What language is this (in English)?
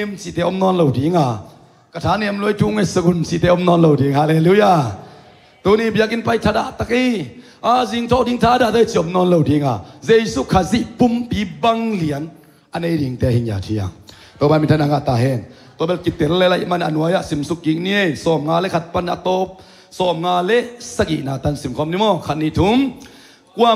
Thai